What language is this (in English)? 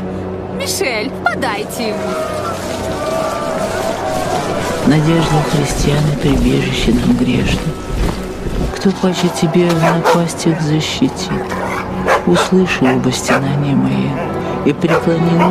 Russian